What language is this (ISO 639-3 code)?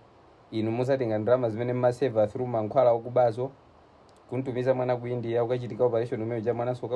nya